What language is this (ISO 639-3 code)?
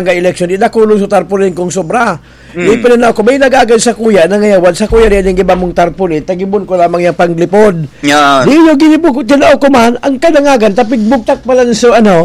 bik